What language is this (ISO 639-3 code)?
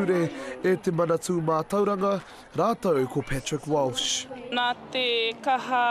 mri